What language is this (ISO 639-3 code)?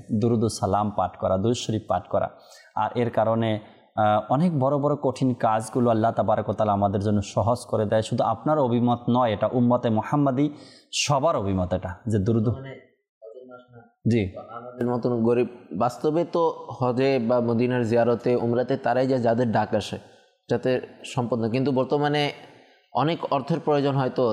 ben